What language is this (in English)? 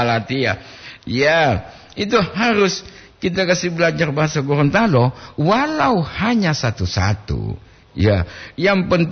Gorontalo